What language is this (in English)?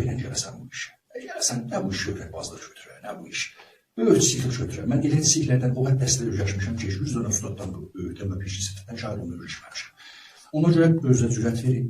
South Azerbaijani